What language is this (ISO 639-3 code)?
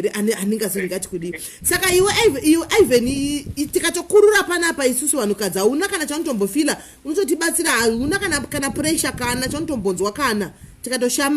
sna